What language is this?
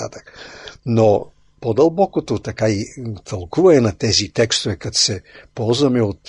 Bulgarian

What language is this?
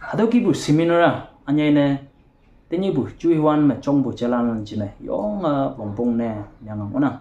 Konyak Naga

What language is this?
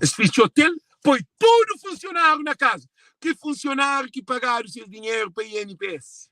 Kabuverdianu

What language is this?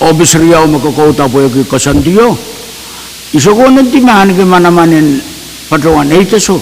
Pohnpeian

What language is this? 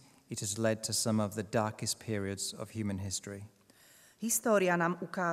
Slovak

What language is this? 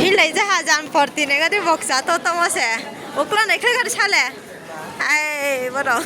Riang (India)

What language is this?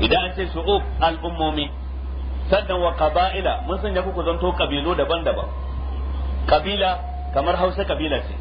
Hausa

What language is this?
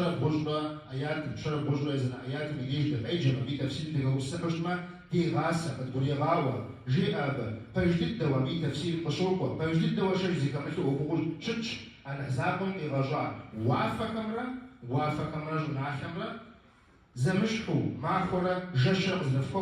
Kabardian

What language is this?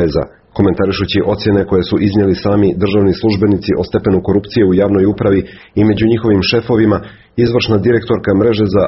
Serbian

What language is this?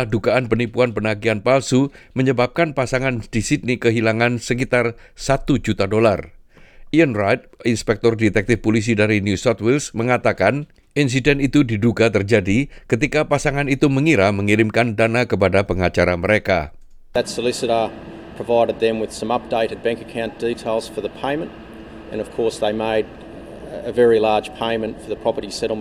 Indonesian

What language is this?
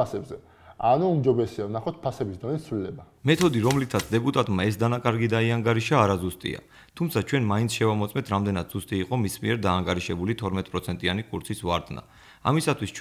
Georgian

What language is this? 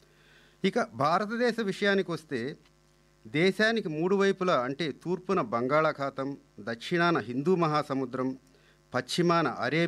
Telugu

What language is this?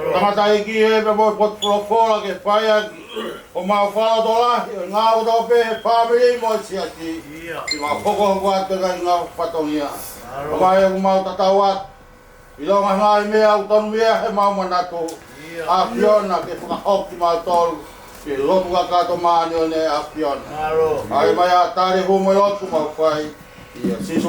Tongan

